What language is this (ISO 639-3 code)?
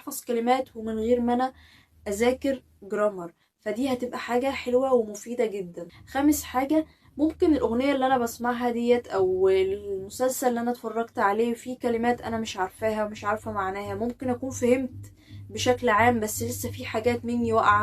arz